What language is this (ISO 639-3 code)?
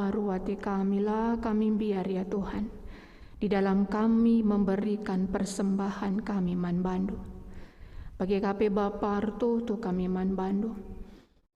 btx